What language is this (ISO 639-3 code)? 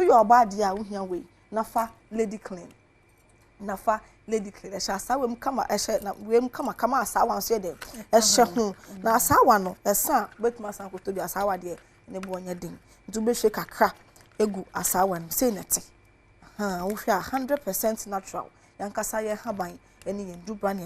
aka